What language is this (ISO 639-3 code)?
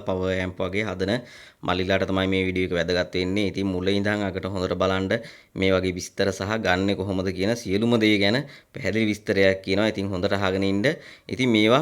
sin